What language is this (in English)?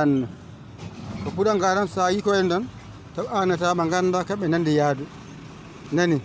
Fula